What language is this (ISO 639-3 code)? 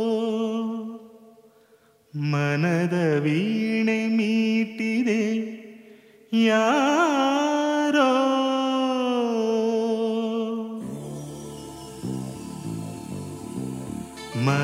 kan